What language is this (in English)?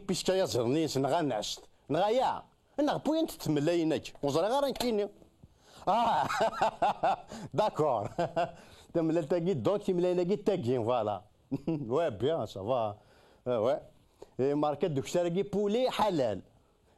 Kabyle